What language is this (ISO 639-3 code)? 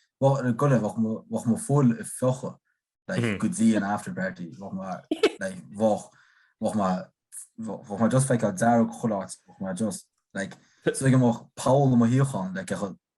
gle